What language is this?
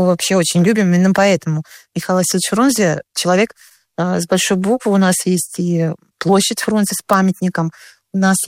Russian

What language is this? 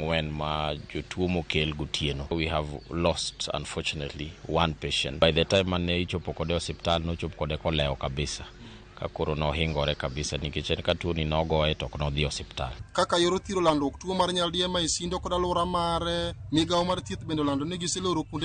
Luo (Kenya and Tanzania)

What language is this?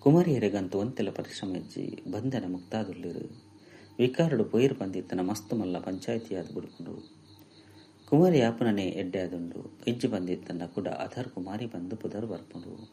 Tulu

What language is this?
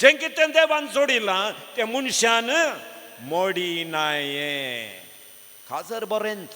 Konkani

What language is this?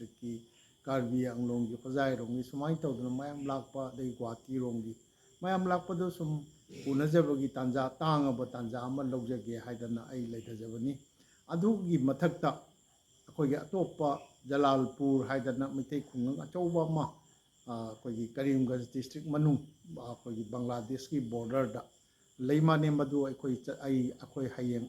Manipuri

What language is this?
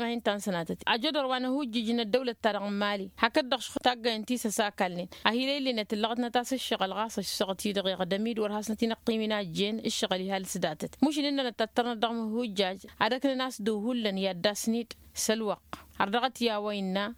Tamasheq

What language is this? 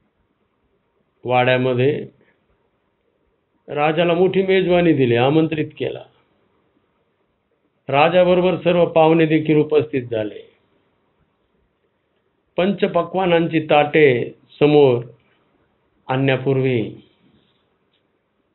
Marathi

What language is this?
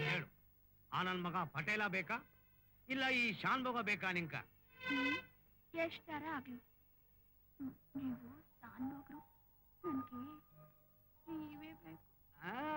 Kannada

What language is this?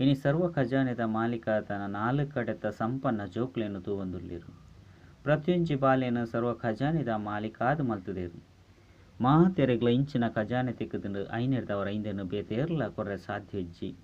Tulu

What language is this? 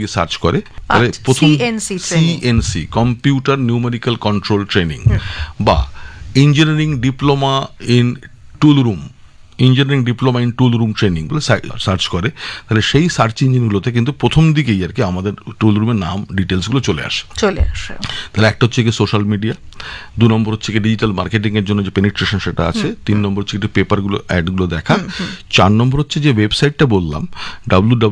Bangla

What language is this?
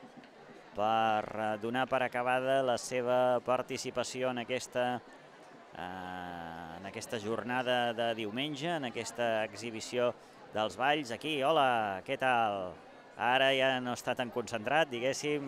Catalan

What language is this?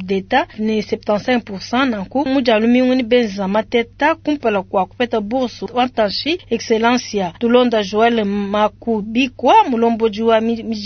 Luba-Lulua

